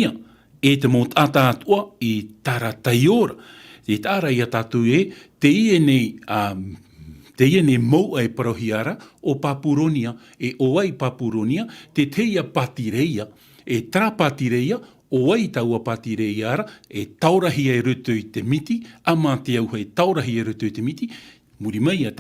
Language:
Tahitian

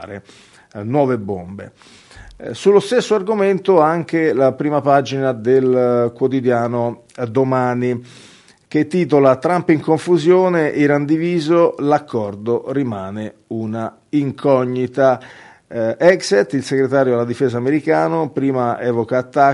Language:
Italian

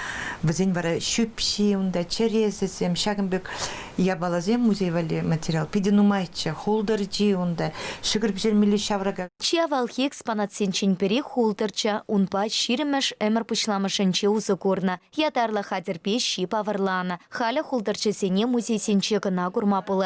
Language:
Chuvash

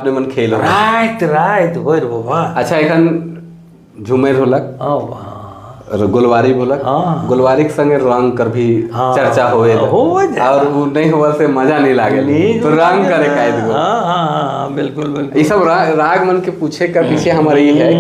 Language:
Sadri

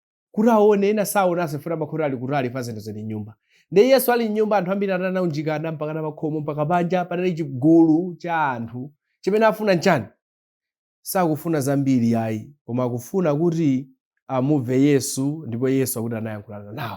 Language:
Nyanja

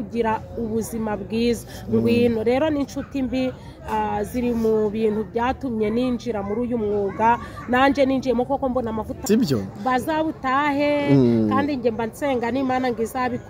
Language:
Kinyarwanda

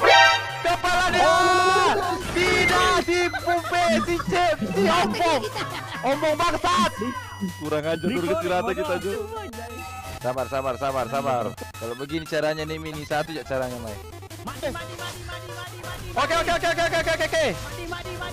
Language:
Malay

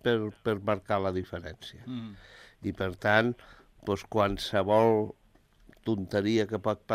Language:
Catalan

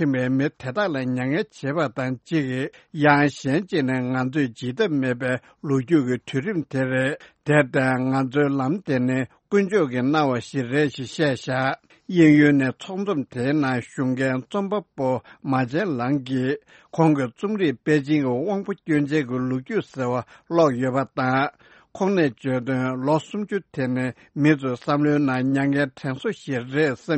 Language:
Tibetan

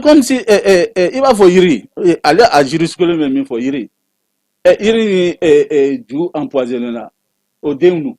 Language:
Bambara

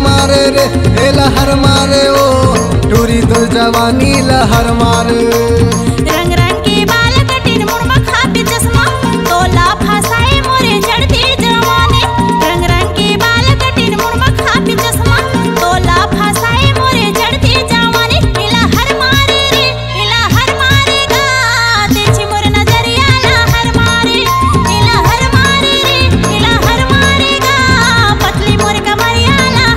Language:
Chhattisgarhi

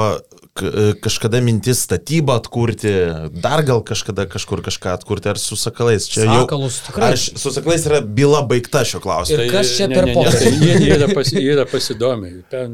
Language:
Lithuanian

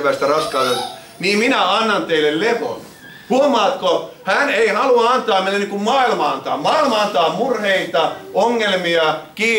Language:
Finnish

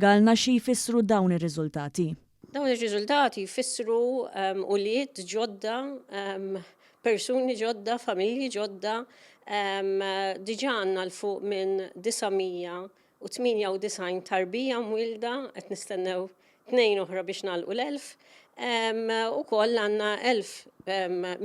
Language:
Maltese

